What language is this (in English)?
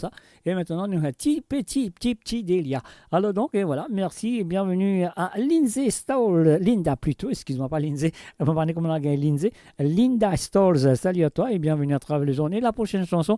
Morisyen